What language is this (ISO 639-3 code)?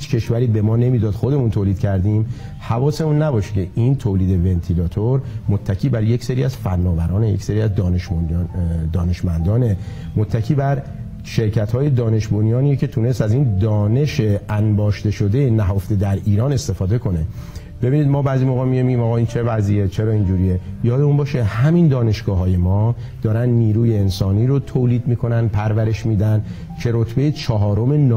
fas